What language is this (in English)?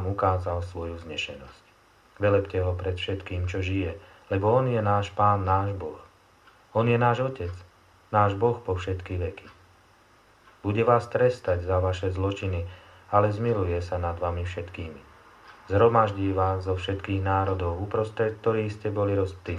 Slovak